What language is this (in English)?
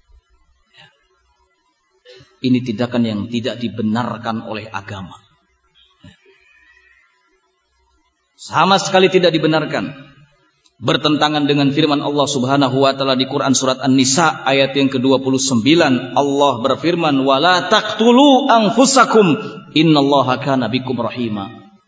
Indonesian